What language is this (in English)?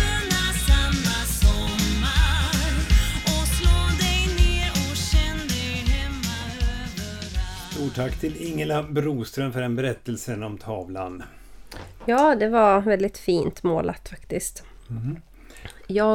Swedish